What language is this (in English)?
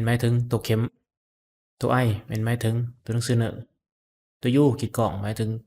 Lao